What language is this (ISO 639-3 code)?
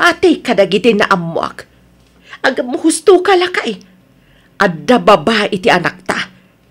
ilo